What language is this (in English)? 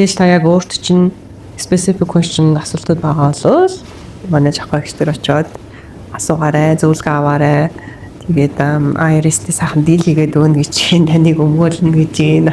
Mongolian